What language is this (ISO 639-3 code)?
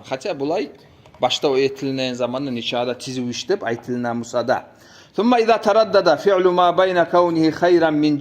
kum